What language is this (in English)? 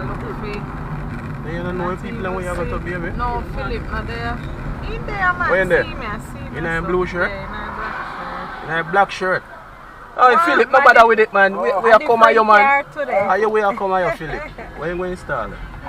Jamaican Creole English